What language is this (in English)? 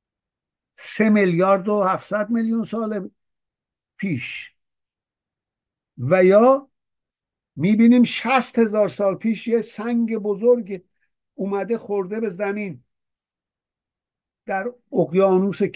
Persian